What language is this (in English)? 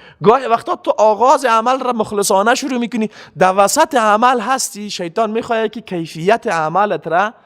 Persian